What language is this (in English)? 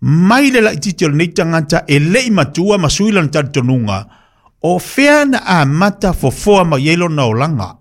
Samoan